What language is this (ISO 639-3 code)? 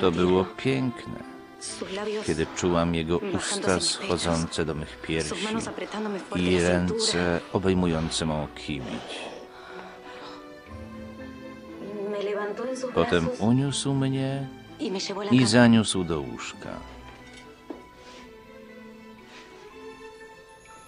pol